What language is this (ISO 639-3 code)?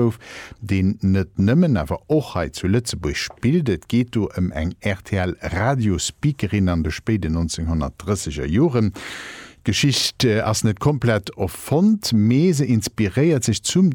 ltz